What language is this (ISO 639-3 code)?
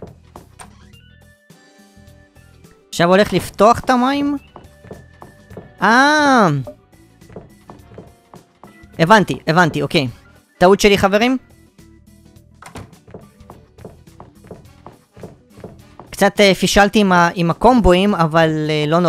heb